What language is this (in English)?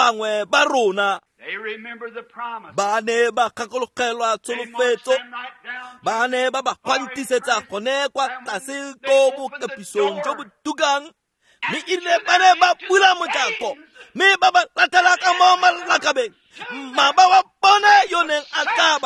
Tswana